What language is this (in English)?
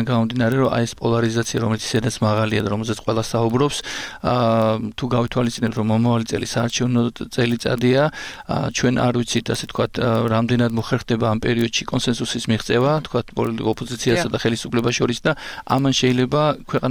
Georgian